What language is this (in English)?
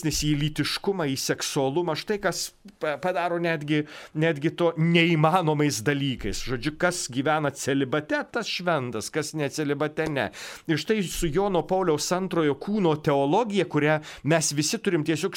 Lithuanian